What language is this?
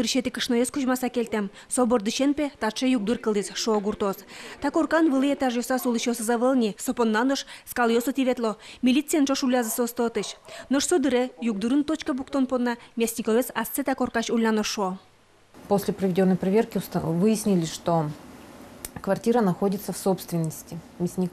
Udmurt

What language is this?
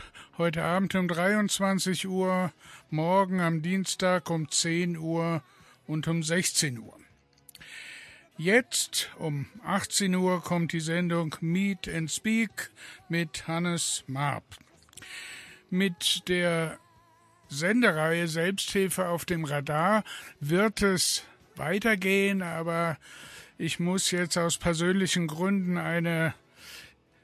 German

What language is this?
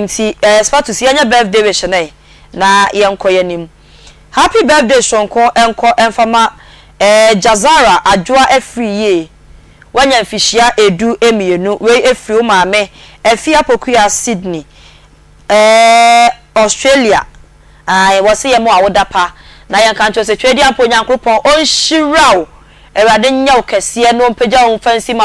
Akan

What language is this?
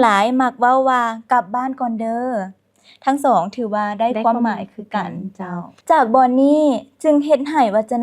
Lao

